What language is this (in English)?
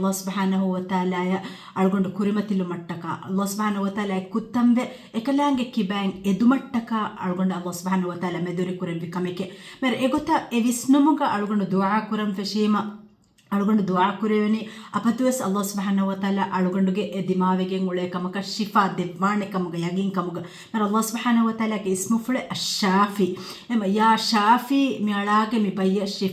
Divehi